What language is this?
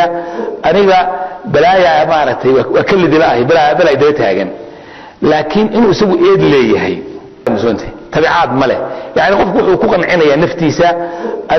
Somali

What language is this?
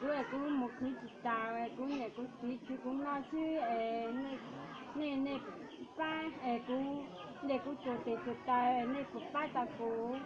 Hmong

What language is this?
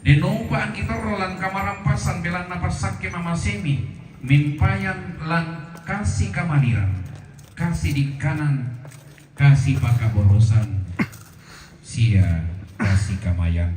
Toraja-Sa'dan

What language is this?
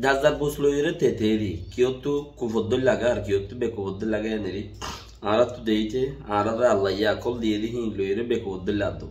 Rohingya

